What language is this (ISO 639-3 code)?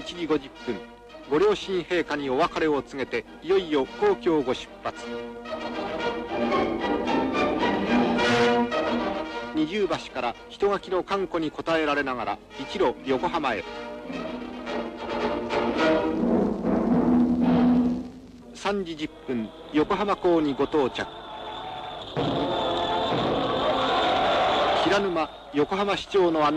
jpn